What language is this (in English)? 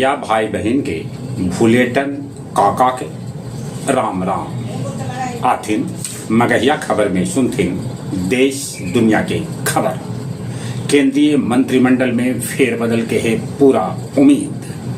Magahi